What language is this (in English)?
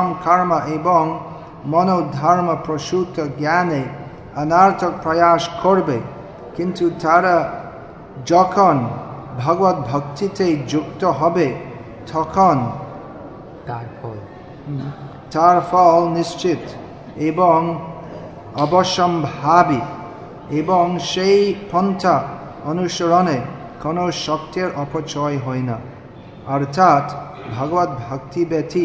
Bangla